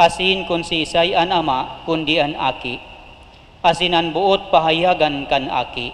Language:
Bikol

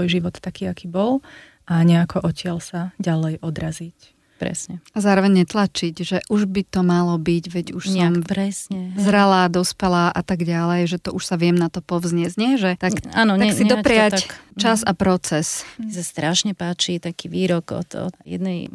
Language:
Slovak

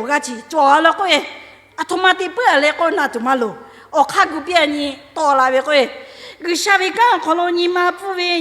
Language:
Lahu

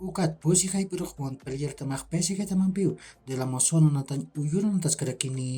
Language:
Aymara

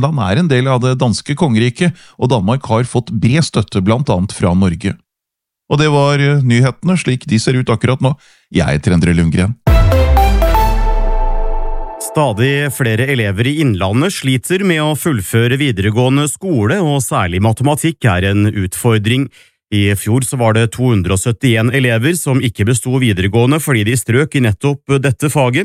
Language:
Norwegian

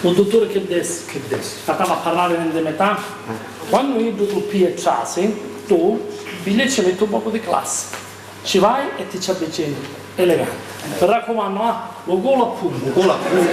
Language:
Sicilian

